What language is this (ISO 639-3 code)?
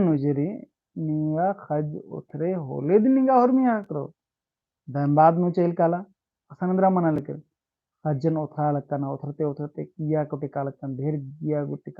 kru